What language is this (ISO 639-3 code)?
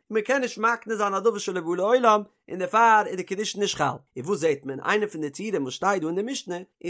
yid